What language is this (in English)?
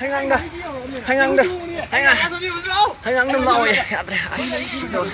Manipuri